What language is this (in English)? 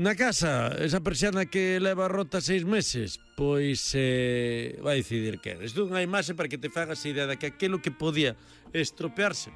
Galician